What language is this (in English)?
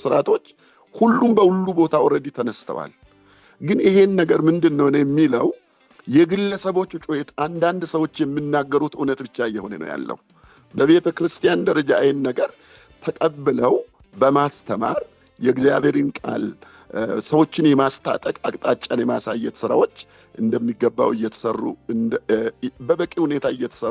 Amharic